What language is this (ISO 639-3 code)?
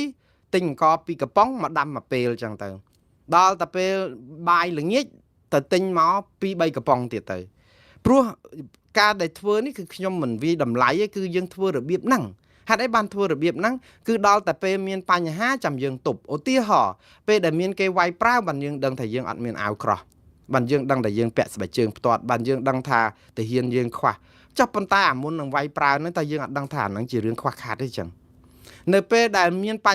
khm